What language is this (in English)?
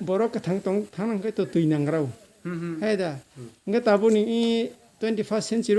Kok Borok